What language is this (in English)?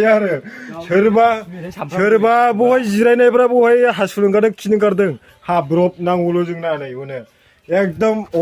Bodo